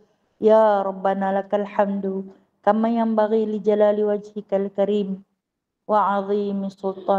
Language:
Malay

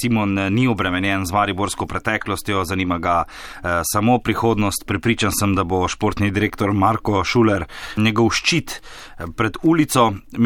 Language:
Slovenian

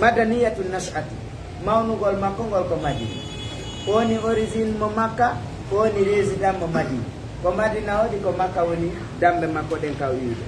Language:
Fula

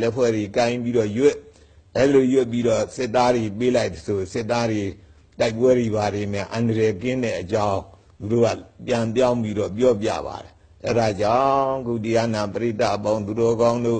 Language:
Burmese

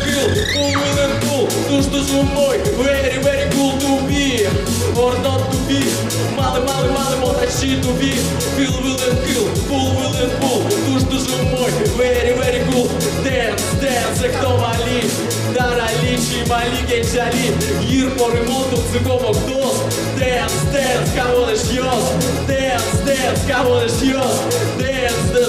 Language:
Udmurt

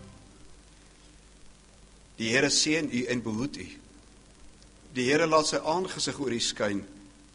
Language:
Afrikaans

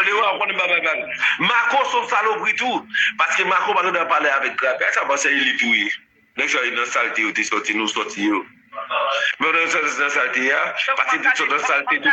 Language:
Haitian Creole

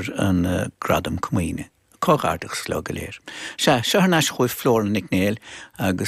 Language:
Irish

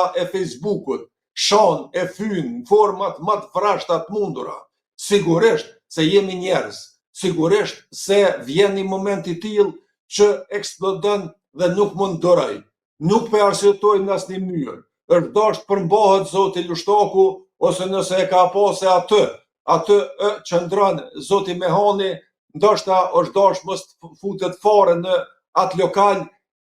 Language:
Albanian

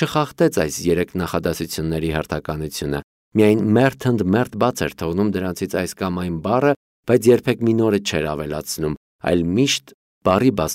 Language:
Armenian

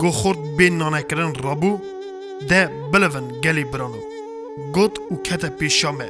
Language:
Kurdish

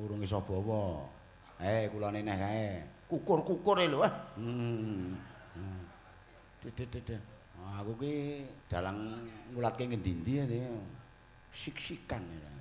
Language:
Javanese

